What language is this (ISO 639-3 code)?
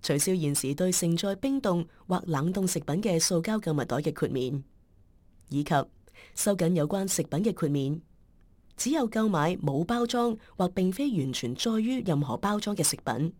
yue